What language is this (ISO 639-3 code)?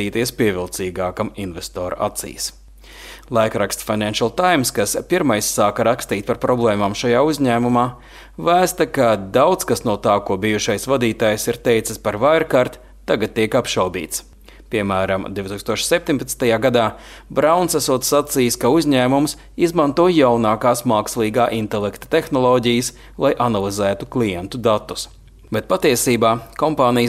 lav